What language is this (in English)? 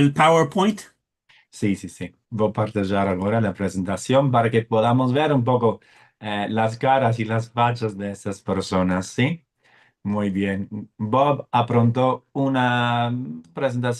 Ladino